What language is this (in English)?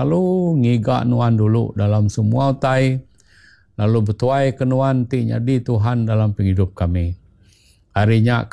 Iban